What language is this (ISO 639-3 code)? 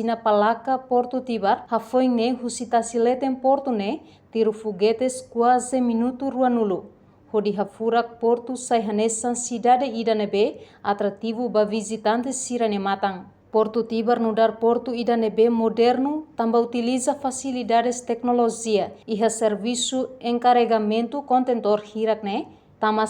tet